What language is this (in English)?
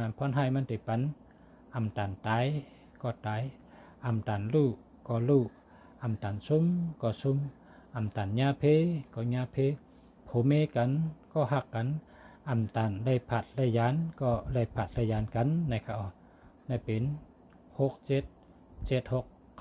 Shan